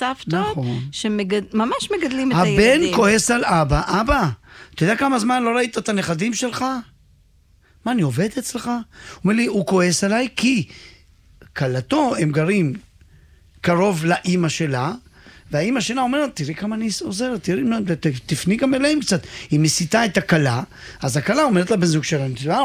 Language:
Hebrew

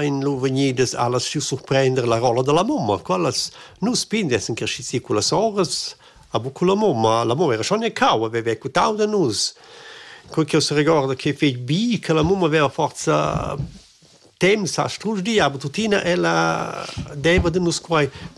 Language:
Romansh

